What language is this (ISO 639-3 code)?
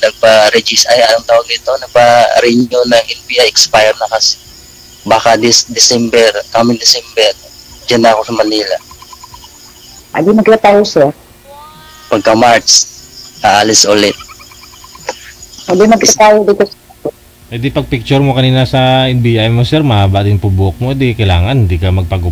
fil